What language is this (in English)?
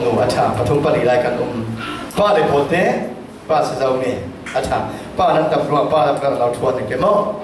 Falam Chin